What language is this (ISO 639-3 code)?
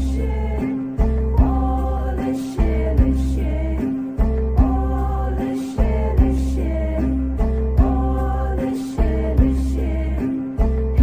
pmx